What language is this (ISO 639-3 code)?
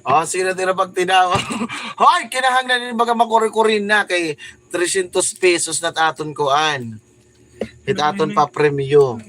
war